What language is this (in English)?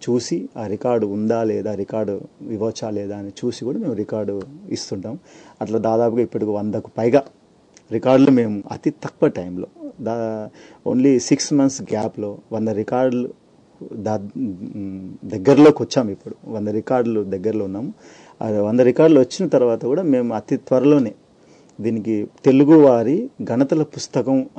Telugu